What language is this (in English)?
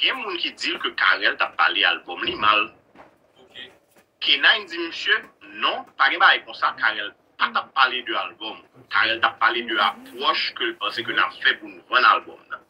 Haitian Creole